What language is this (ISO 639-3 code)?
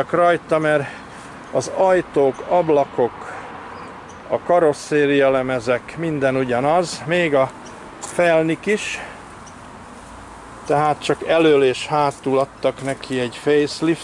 hun